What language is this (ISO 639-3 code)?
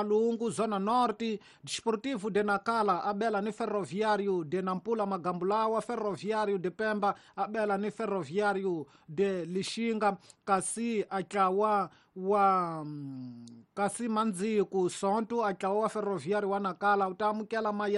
tso